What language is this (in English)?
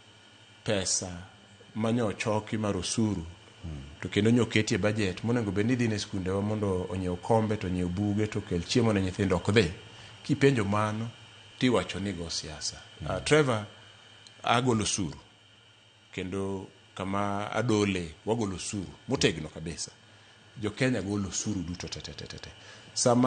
Luo (Kenya and Tanzania)